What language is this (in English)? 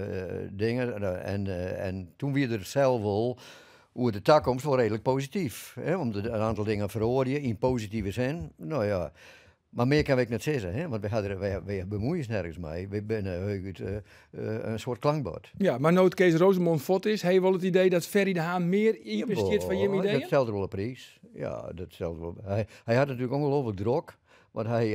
Western Frisian